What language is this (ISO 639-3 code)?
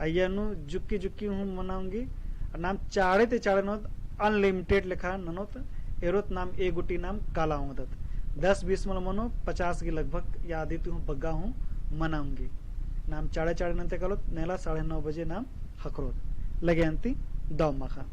kru